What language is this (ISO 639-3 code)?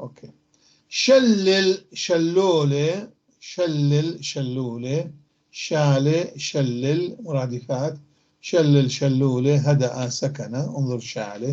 apc